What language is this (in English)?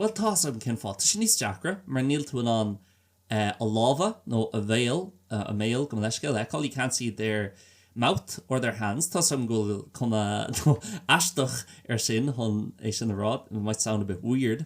Irish